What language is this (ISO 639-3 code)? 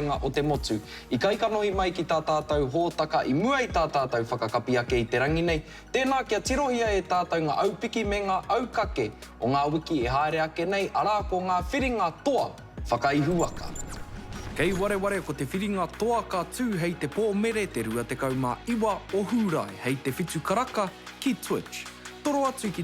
mri